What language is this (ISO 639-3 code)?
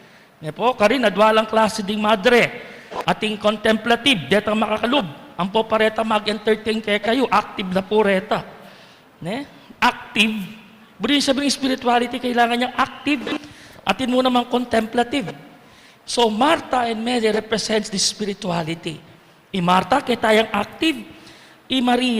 pam